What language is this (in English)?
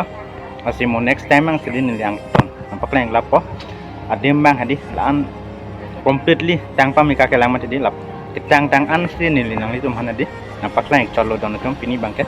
Karbi